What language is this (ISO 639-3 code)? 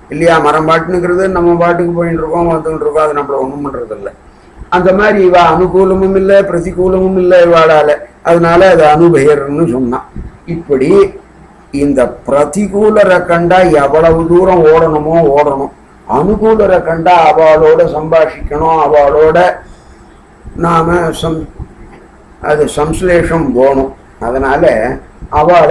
tam